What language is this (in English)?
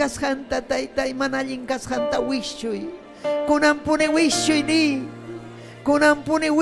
Ayacucho Quechua